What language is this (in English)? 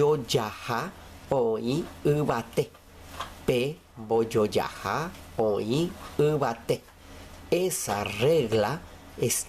Guarani